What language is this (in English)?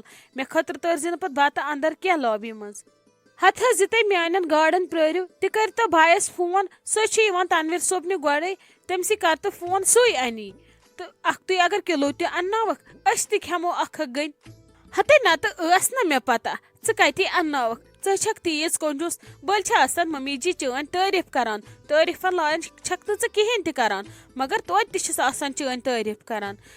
Kashmiri